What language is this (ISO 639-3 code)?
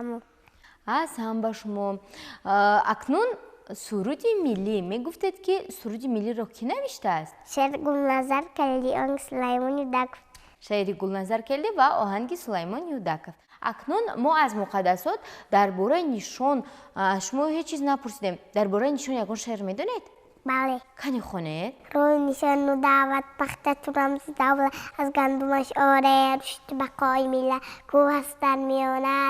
tgk